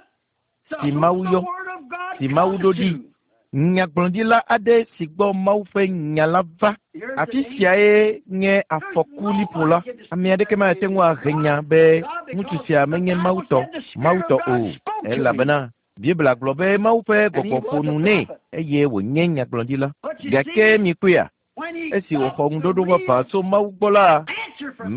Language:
Ewe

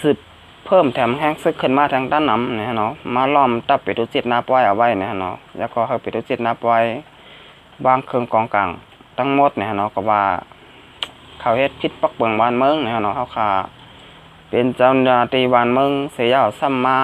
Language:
Shan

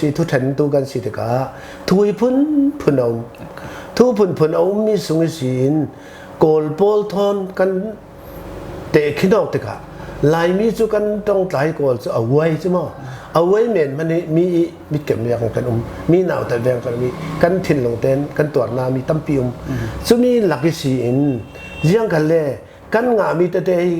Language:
Falam Chin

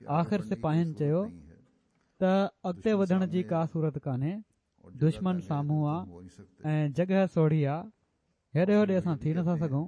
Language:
Sindhi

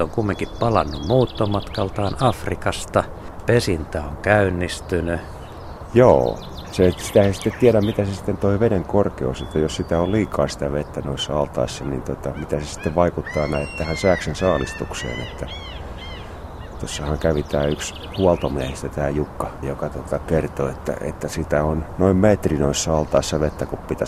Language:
Finnish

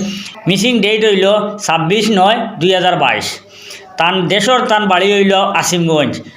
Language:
Sylheti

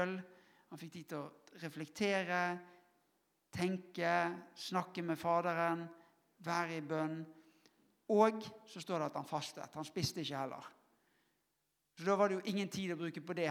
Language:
Norwegian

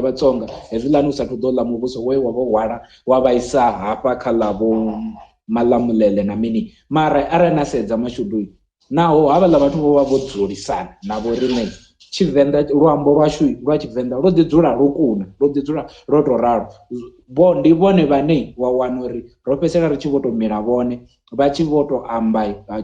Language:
Venda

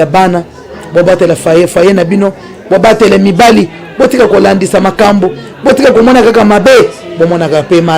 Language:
Lingala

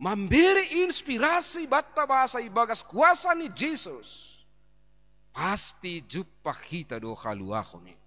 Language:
Batak Simalungun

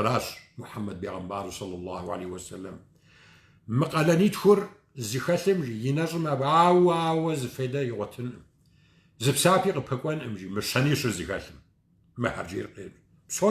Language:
Kabardian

